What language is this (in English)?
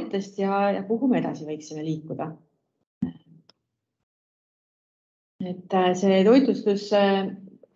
Estonian